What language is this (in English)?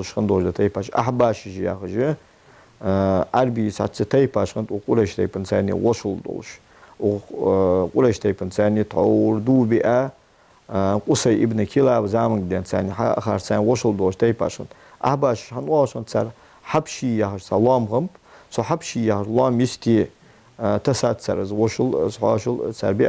Ingush